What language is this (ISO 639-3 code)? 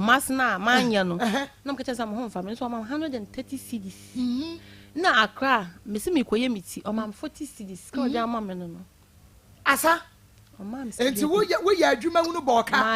aka